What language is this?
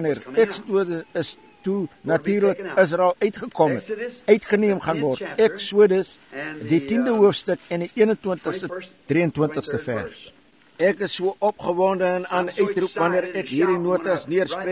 Afrikaans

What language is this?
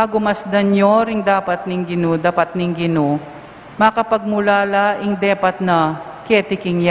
Pampanga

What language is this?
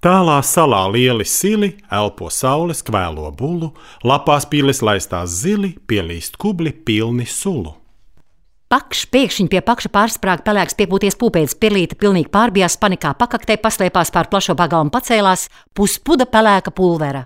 Latvian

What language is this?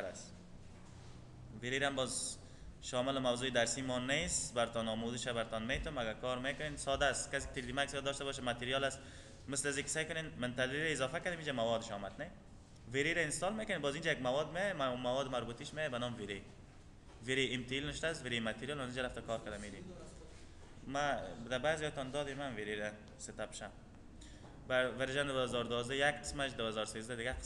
Persian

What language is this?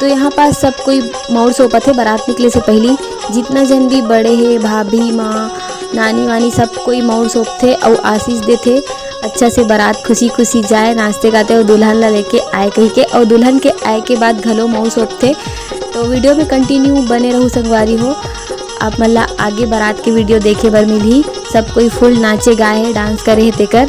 Chhattisgarhi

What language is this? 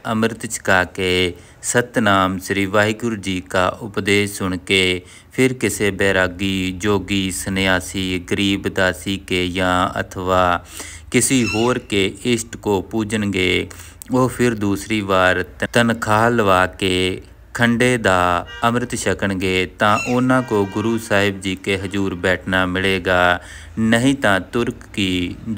Punjabi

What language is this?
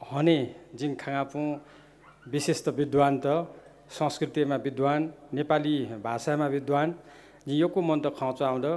Newari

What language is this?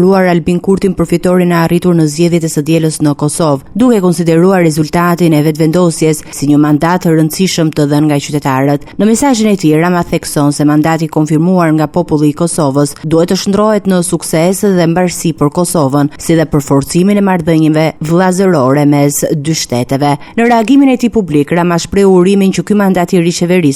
Albanian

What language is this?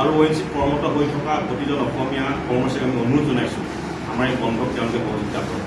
Assamese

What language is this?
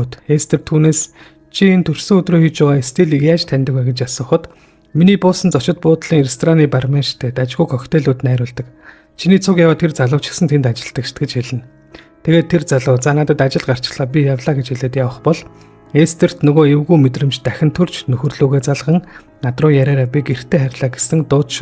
Mongolian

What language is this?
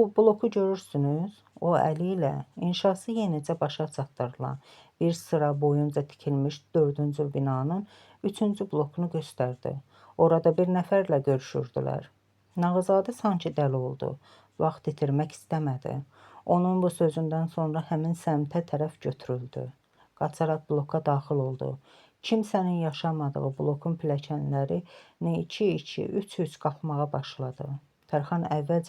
Azerbaijani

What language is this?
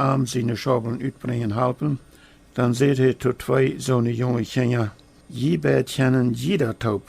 Plautdietsch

